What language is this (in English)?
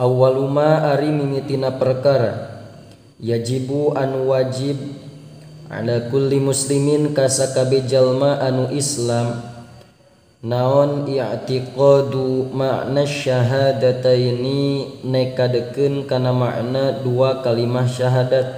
Sundanese